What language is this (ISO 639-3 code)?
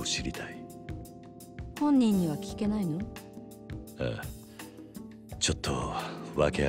jpn